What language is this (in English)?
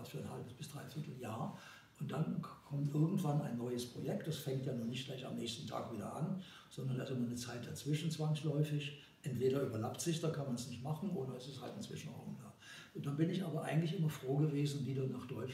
German